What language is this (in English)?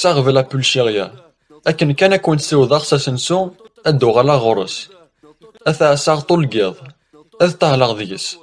Kabyle